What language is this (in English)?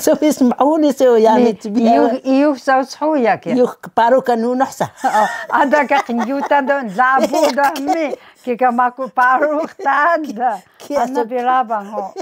Taroko